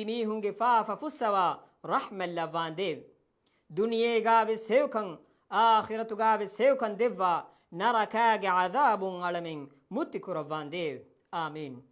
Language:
Divehi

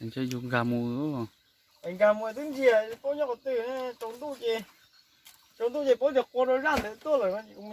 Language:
Hmong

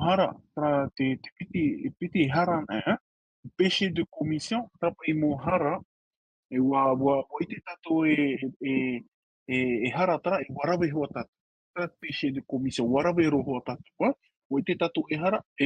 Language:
Tahitian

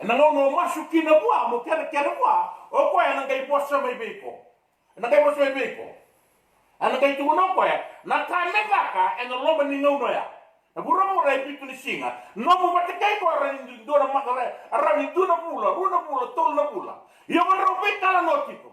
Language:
Fijian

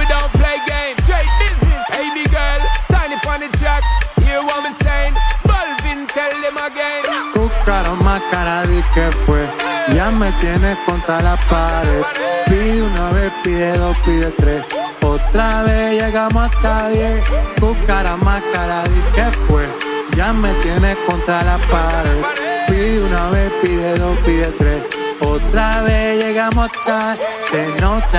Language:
Spanish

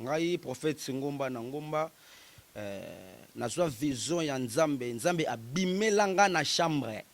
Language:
Lingala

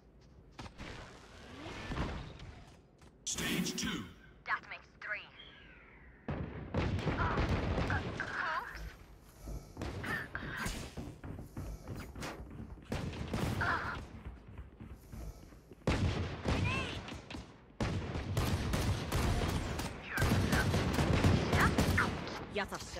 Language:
Hindi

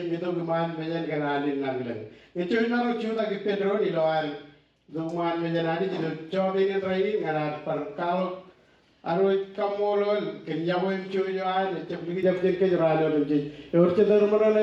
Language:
Marshallese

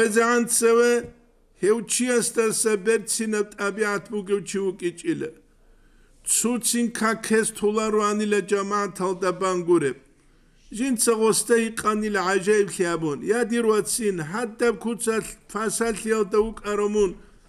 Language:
Avaric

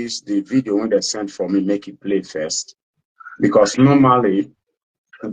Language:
Nigerian Pidgin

